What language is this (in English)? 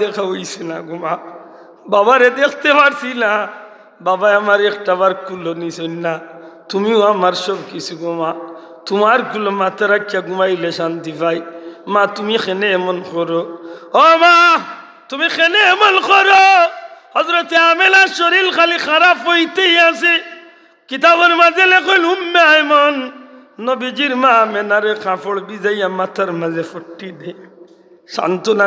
Sylheti